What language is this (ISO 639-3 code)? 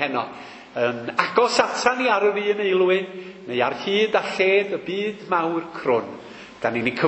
cym